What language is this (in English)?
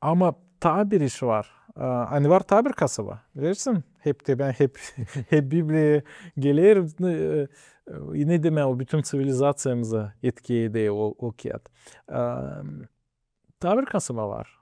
Gagauz